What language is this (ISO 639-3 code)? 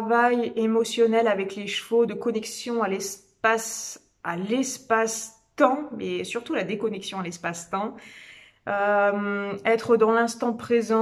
fra